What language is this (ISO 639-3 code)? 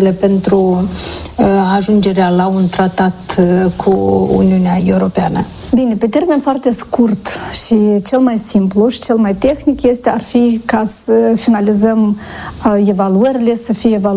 ron